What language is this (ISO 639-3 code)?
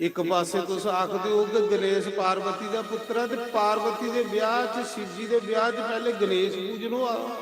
doi